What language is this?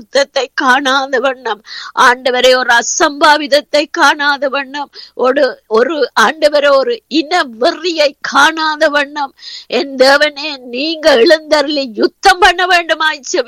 Tamil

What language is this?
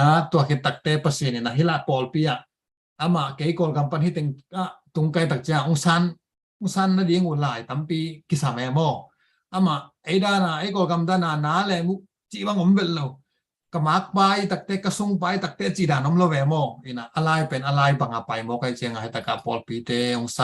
Tedim Chin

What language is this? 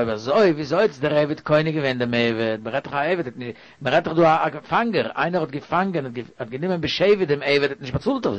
Yiddish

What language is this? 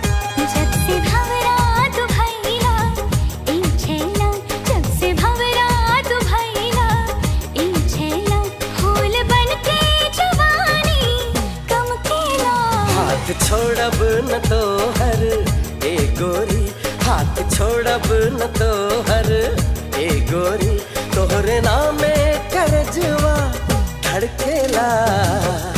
Bhojpuri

